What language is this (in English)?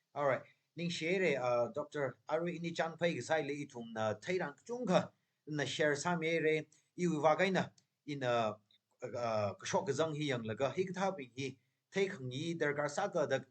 Tangkhul Naga (India)